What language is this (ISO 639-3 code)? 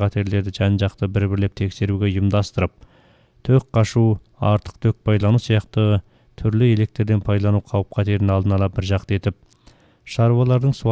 kaz